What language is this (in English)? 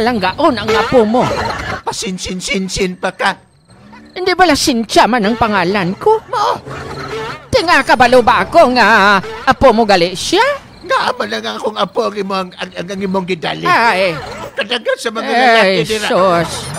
Hiligaynon